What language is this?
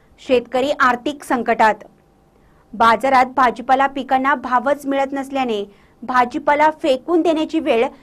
Marathi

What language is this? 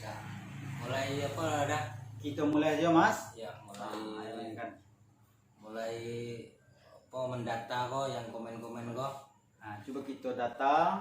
Minangkabau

